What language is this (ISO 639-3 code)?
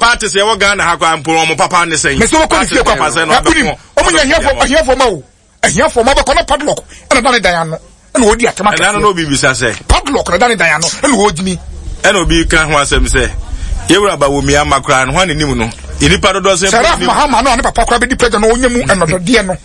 aka